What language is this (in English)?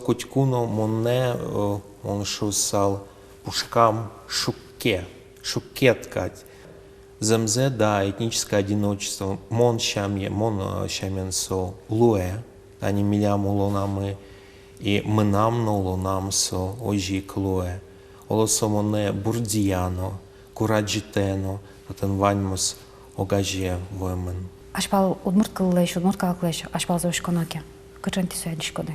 Udmurt